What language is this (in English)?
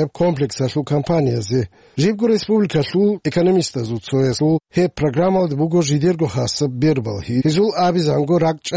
Avaric